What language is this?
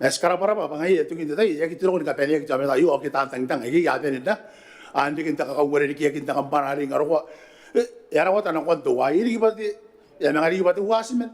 Gilbertese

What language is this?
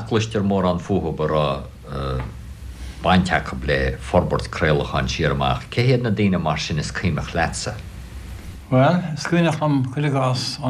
Irish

